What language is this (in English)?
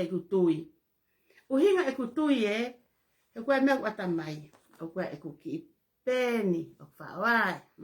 Tongan